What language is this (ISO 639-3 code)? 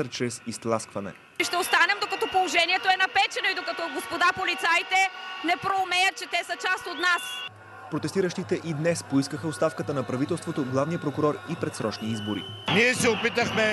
bul